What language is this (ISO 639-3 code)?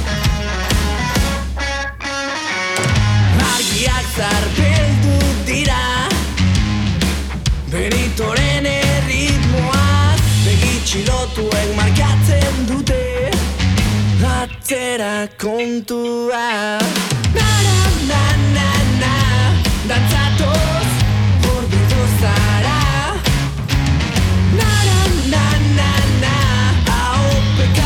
eus